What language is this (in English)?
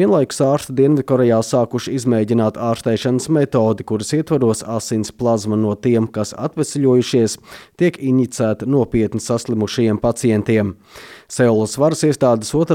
Latvian